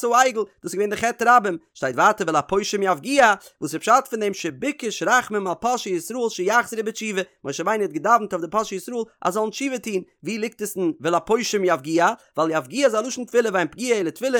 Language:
Yiddish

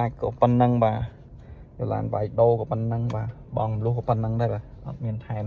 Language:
Khmer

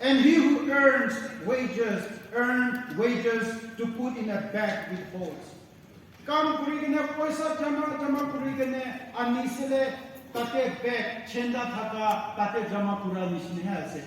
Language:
Naga Pidgin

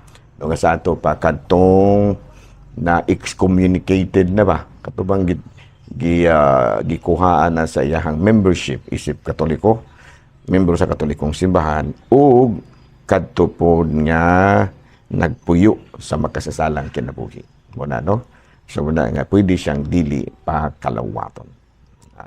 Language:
Cebuano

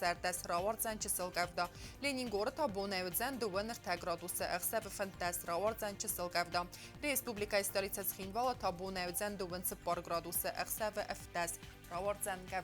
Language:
Ossetic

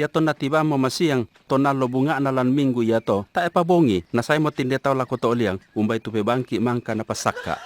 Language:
Toraja-Sa'dan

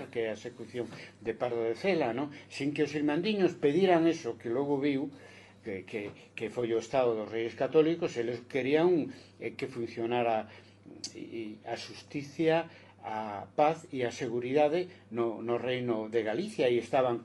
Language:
Galician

